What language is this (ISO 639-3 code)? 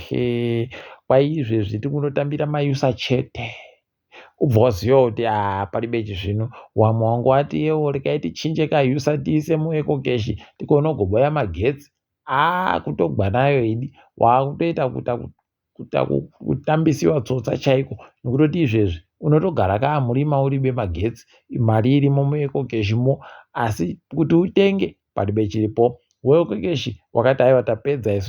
ndc